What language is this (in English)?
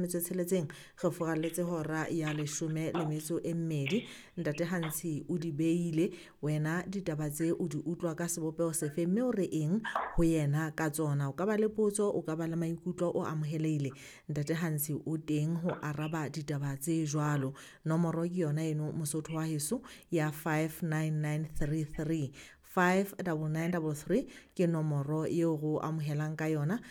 Southern Sotho